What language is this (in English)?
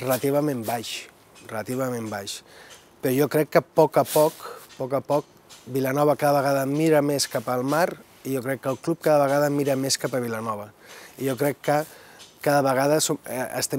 Catalan